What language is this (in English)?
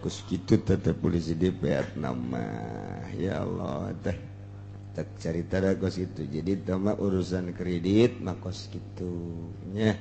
Sundanese